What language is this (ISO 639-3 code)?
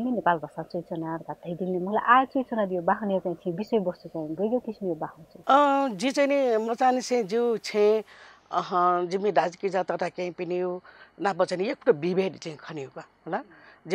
new